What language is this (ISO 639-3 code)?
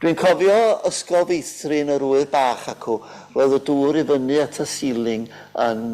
cym